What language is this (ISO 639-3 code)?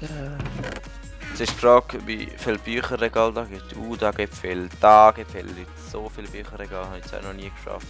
gsw